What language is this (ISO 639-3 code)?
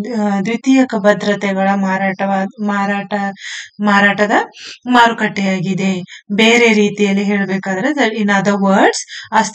kan